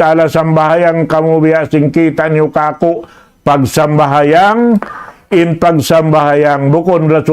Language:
Tausug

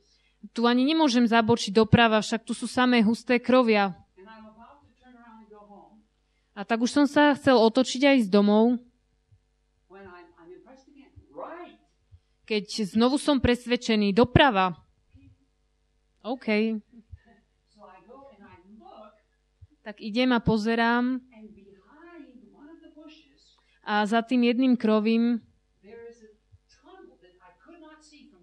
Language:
Slovak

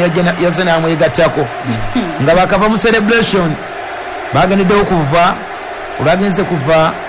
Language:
Ganda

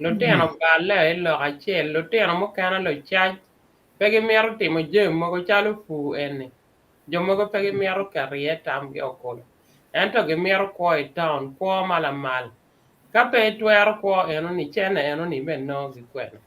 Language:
Acoli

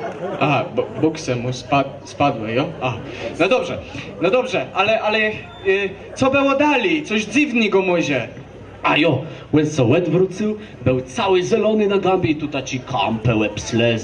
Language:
Kashubian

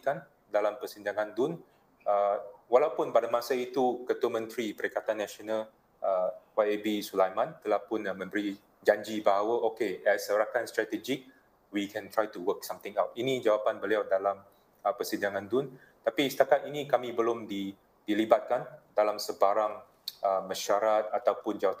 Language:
Malay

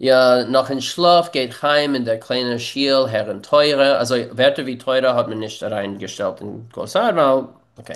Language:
Yiddish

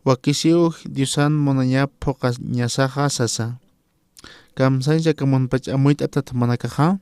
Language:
Aymara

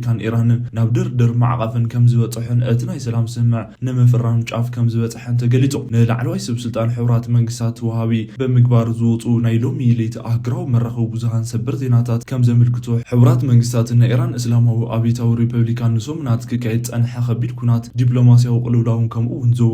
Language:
Tigrinya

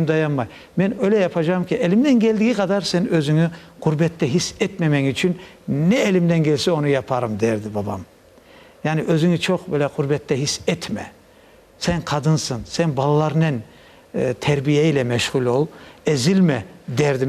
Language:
Crimean Tatar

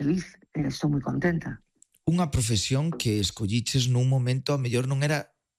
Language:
Galician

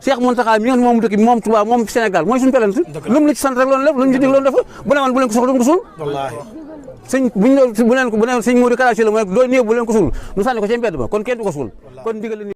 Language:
Wolof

